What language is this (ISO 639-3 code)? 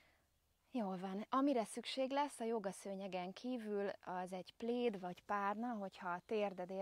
hun